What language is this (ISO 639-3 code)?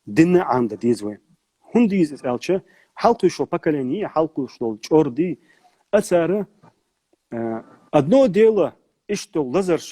che